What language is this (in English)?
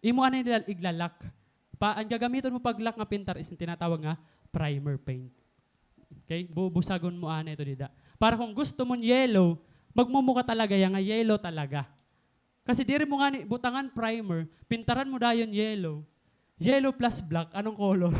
Waray